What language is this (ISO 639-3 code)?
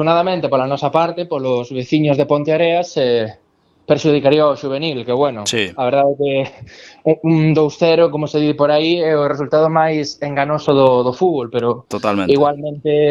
glg